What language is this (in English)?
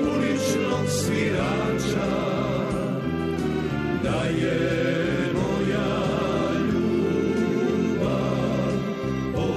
Serbian